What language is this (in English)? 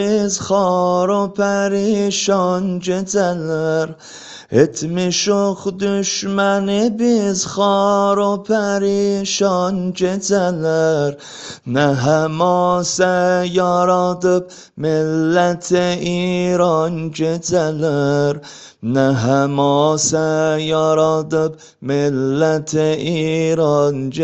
Azerbaijani